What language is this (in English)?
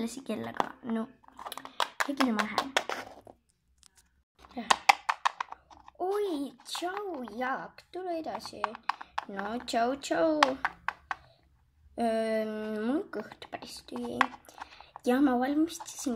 Estonian